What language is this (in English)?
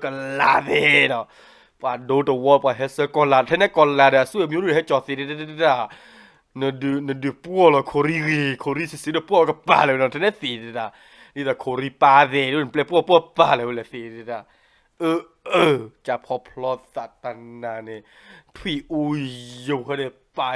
S'gaw Karen